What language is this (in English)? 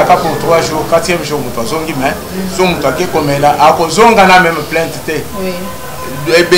Lingala